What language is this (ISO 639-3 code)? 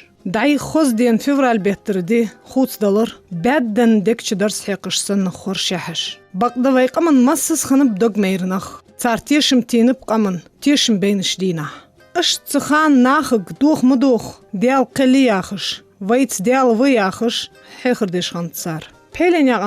inh